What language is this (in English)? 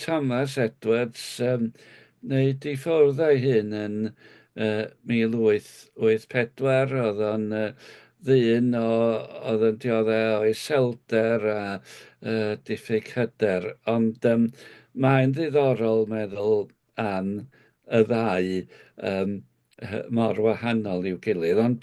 Welsh